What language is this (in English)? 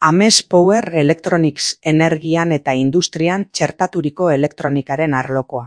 Basque